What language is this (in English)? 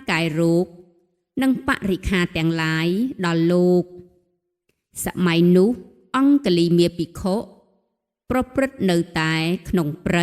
Khmer